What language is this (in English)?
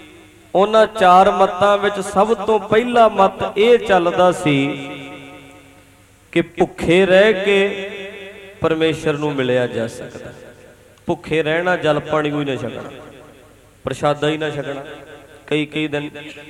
Punjabi